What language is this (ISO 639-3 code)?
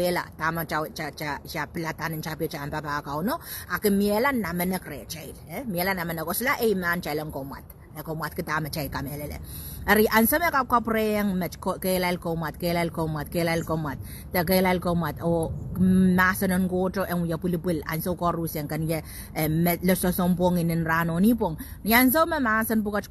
pon